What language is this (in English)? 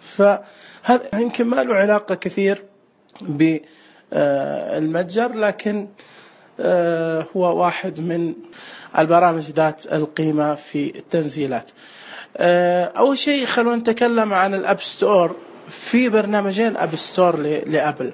Najdi Arabic